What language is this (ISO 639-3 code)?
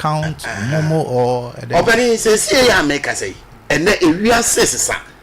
aka